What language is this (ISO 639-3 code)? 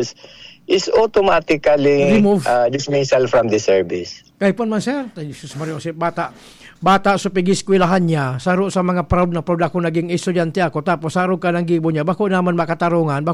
bik